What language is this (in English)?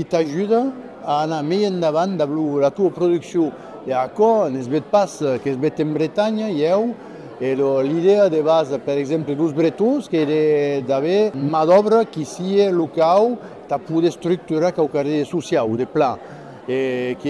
Occitan